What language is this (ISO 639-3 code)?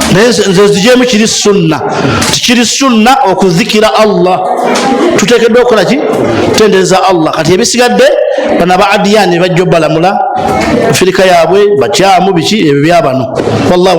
lug